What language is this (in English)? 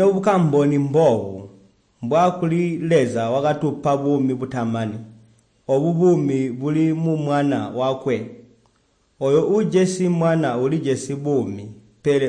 Tonga (Zambia)